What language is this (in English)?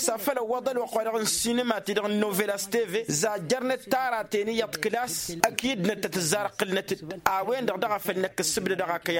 Tamasheq